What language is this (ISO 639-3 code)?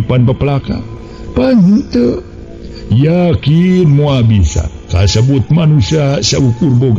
sun